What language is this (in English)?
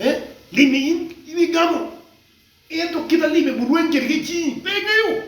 Acoli